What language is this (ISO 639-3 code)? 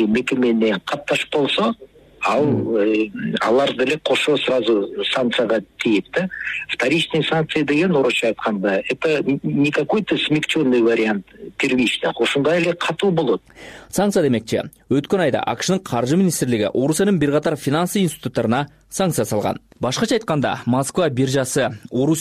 kir